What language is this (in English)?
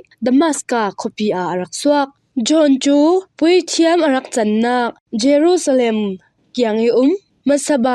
Falam Chin